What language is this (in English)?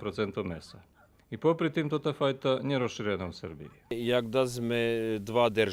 Rusyn